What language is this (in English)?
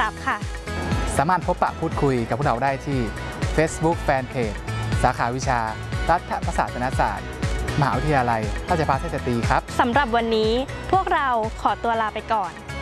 Thai